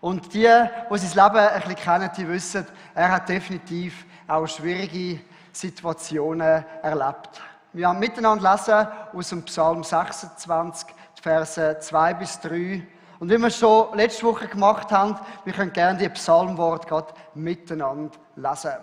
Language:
Swiss German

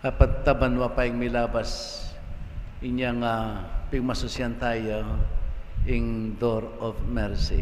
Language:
Pampanga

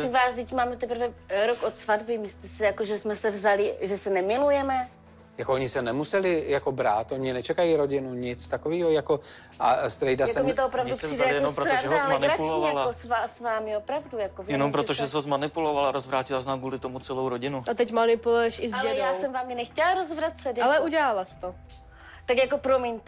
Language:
Czech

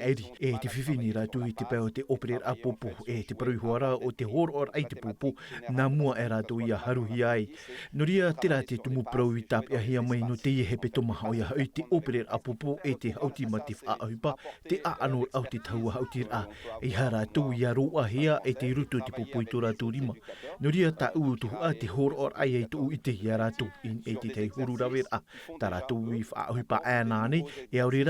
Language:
Tahitian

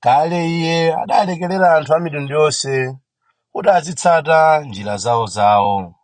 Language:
Nyanja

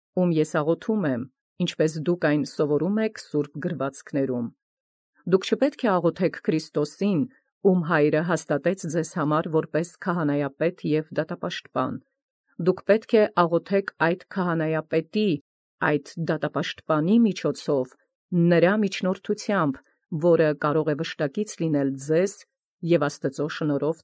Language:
Armenian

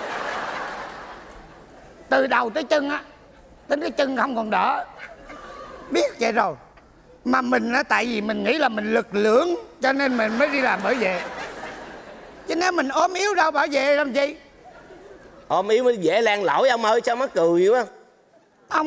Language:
Vietnamese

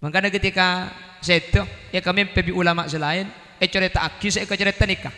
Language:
Madurese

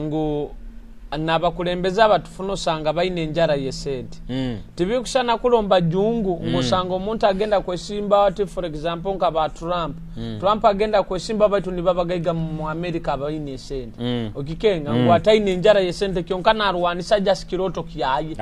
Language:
Nyoro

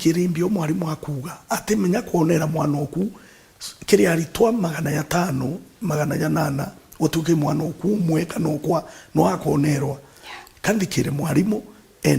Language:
Meru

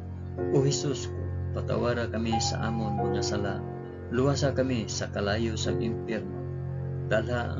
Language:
Hiligaynon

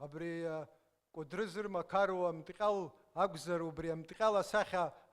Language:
Abkhazian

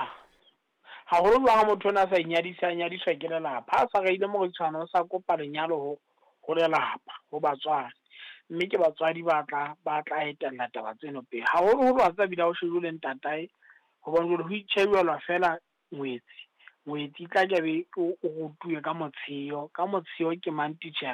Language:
Southern Sotho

